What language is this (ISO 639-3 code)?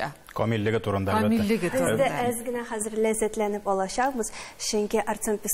tat